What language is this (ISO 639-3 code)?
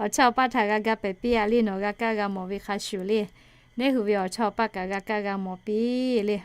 lhu